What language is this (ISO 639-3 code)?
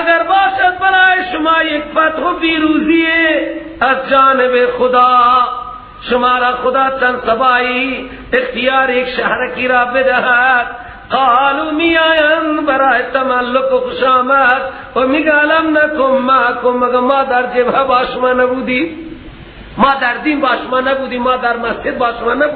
fas